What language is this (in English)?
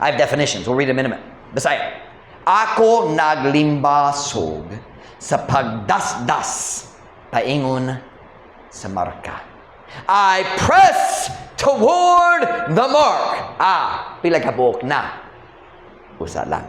Cebuano